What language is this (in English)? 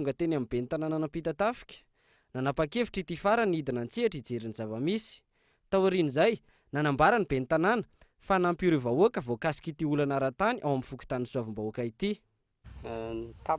Malagasy